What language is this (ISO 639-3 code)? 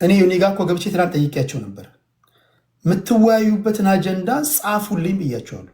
amh